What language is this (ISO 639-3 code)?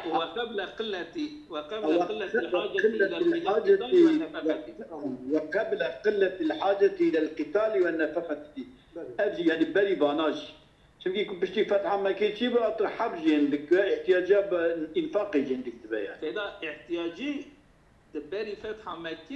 kur